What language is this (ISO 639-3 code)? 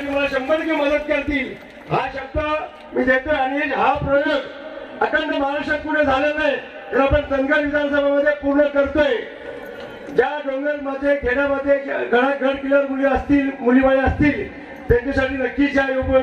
mar